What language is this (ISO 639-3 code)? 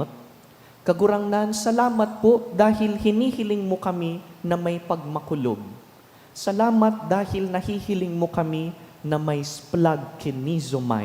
bik